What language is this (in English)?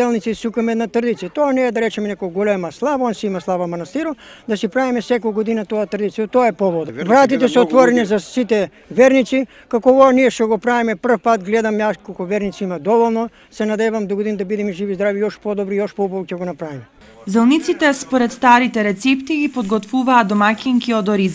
Macedonian